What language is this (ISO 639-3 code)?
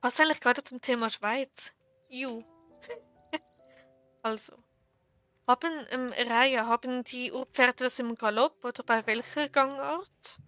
gsw